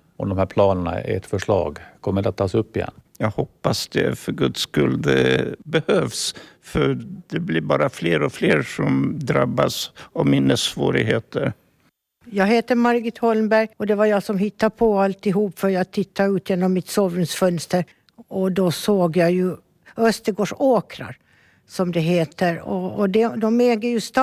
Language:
Swedish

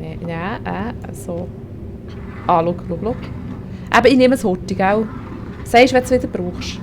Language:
Swiss German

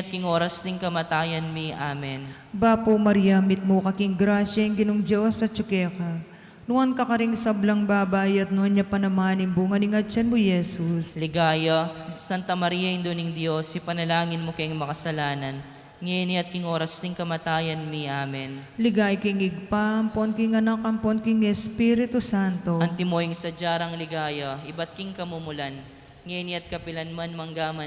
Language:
Pampanga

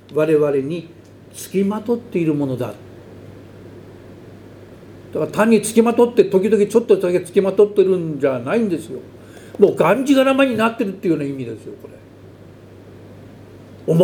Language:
Japanese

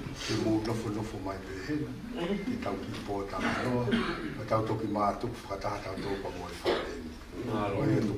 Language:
Tongan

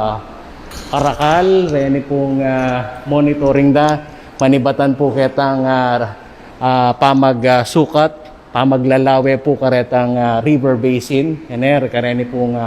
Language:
Pampanga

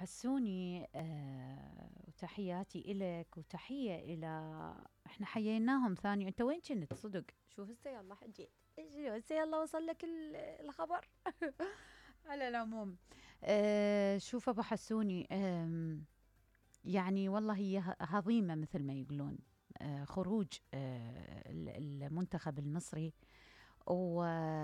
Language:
Mesopotamian Arabic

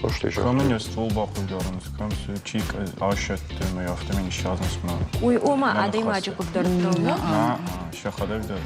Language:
Ossetic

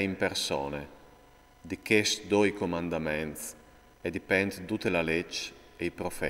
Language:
Friulian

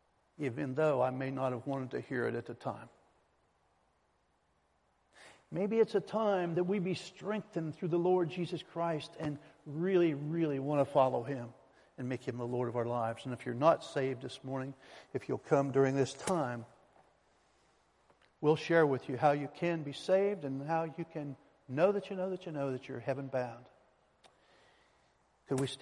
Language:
English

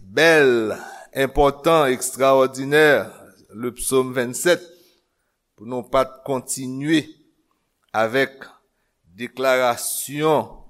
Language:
Haitian Creole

